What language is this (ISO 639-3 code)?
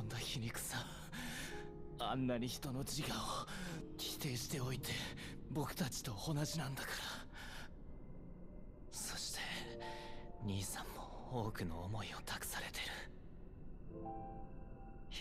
jpn